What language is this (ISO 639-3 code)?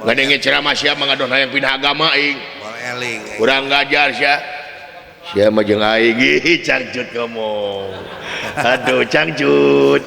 sun